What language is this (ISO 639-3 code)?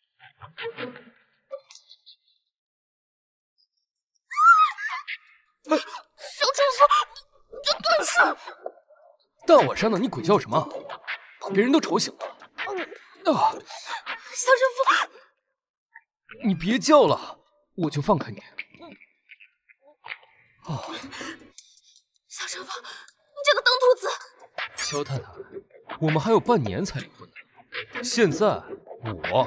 zho